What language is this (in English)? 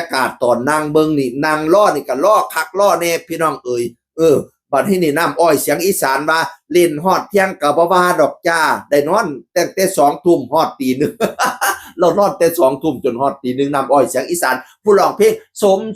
Northeastern Thai